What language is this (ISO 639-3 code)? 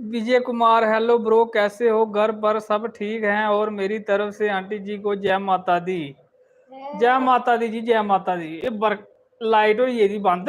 doi